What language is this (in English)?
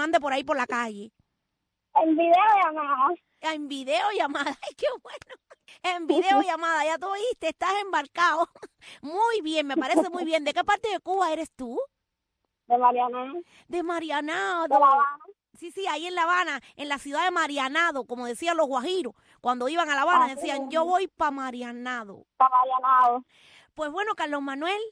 Spanish